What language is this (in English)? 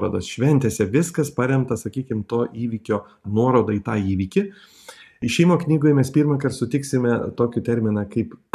Lithuanian